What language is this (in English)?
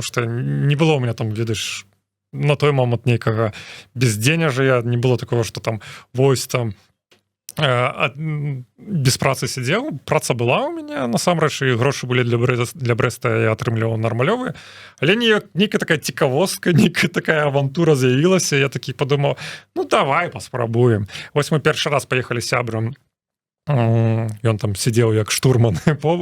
Belarusian